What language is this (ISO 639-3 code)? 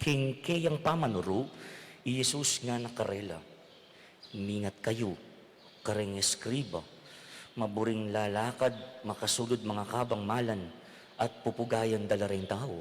pam